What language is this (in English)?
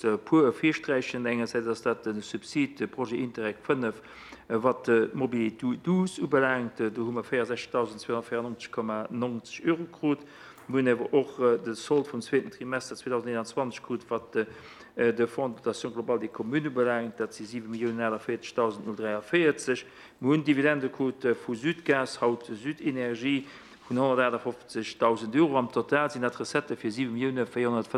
Luxembourgish